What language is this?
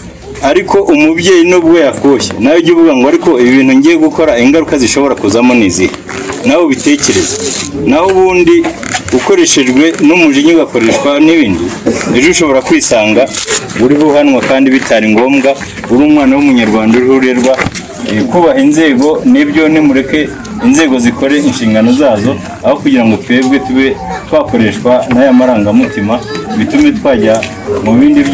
Kinyarwanda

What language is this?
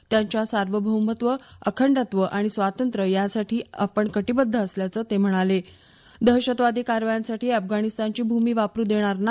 Marathi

